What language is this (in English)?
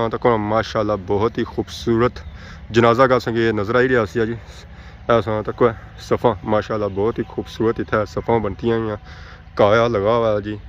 Pahari-Potwari